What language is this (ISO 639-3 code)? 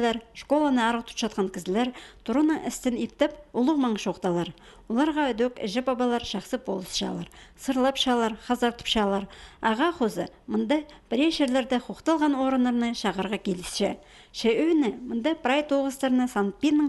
kjh